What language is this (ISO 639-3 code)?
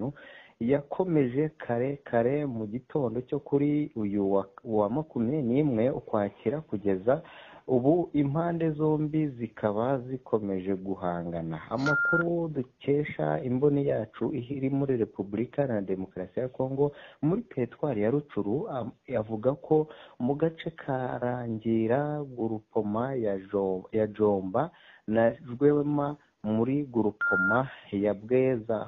kin